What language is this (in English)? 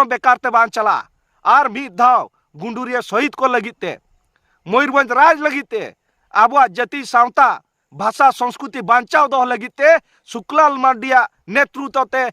Santali